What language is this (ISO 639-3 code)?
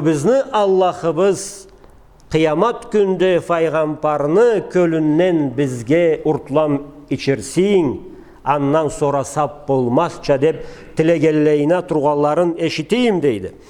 krc